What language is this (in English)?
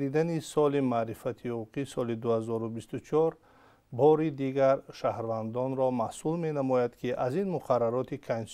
Tajik